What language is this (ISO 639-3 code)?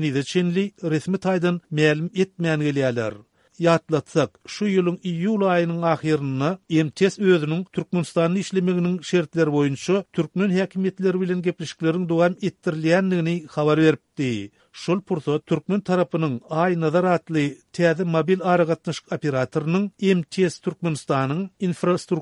tuk